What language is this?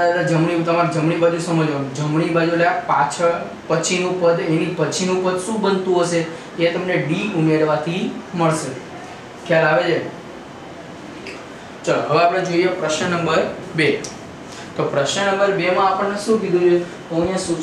Gujarati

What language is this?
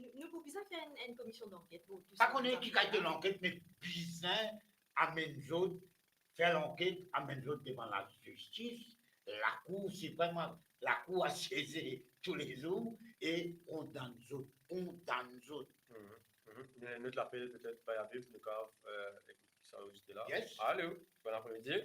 Morisyen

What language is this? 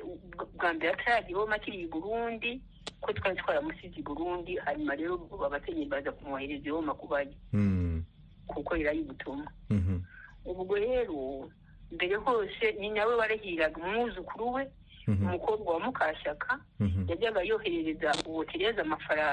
Kinyarwanda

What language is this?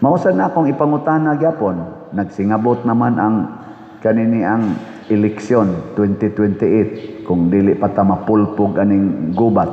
Cebuano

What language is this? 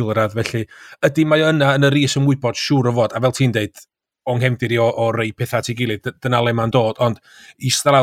Welsh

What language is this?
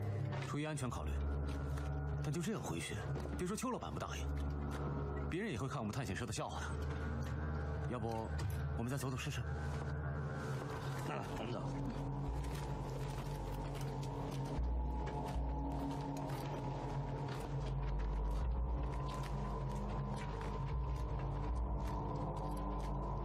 Chinese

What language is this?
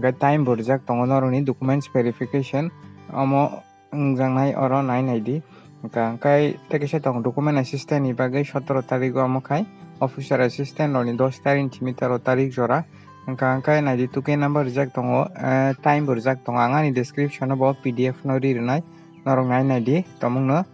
Kok Borok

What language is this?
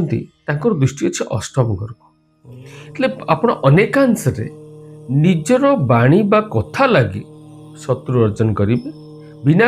Odia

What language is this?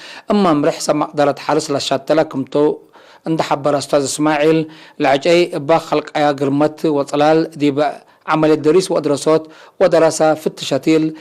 Tigre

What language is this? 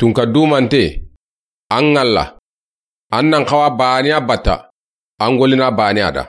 Soninke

